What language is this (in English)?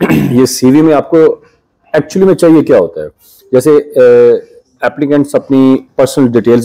Hindi